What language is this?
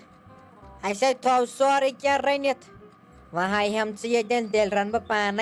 Kashmiri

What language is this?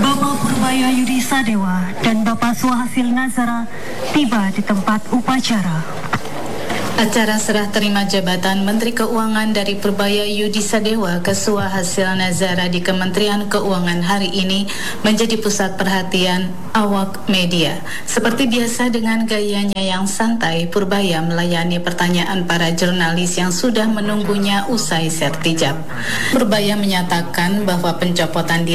Indonesian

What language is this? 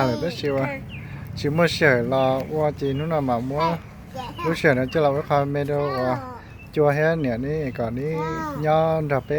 Hmong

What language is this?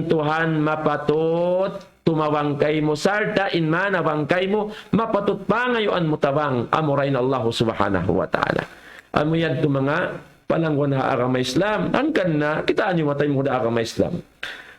Tausug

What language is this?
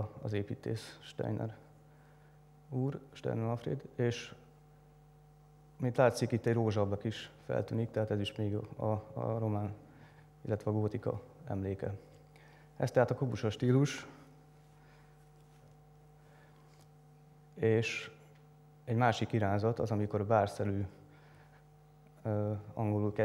Hungarian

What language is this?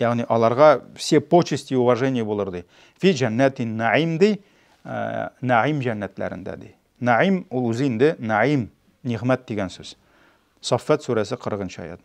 Tatar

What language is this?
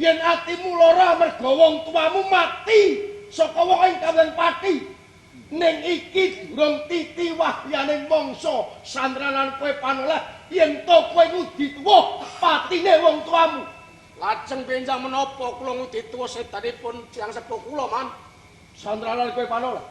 Javanese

